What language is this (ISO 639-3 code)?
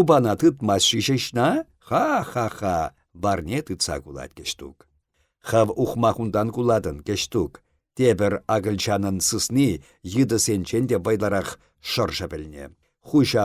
chv